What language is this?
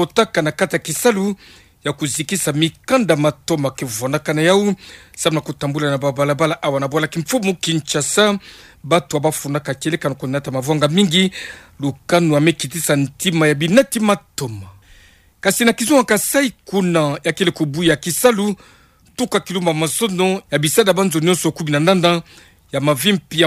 Kituba (Democratic Republic of Congo)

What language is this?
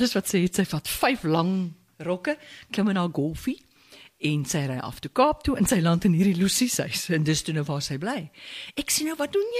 Afrikaans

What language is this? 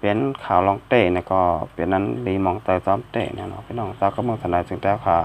Shan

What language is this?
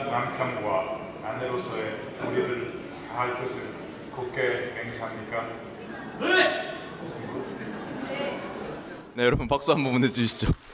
Korean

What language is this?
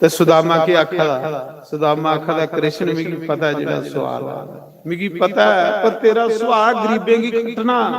Dogri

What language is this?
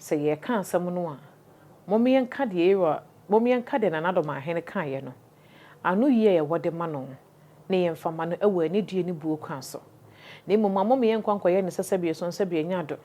Akan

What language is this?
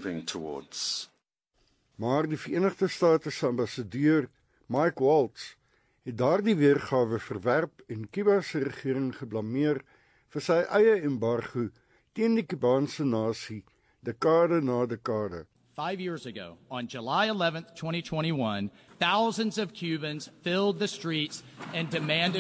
Afrikaans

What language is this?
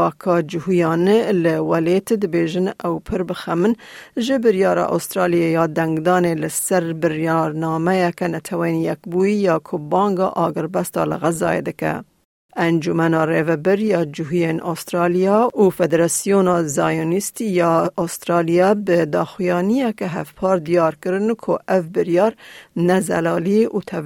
Kurdish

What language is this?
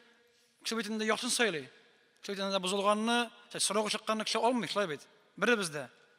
Tatar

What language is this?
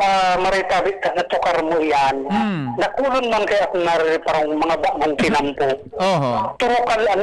Bikol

